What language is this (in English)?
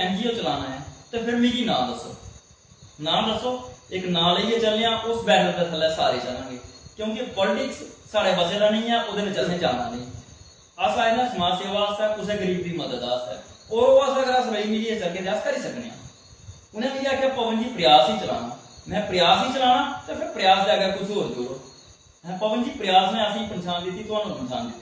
Dogri